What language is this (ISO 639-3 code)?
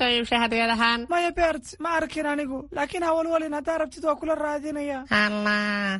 som